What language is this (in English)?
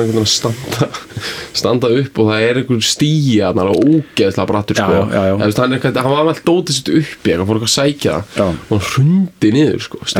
Icelandic